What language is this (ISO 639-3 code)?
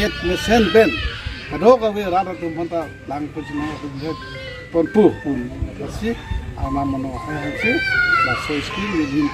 mjw